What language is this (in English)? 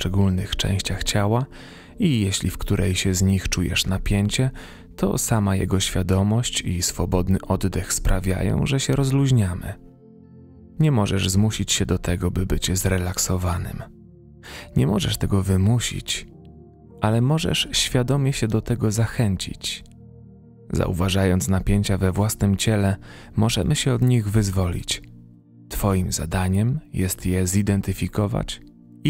Polish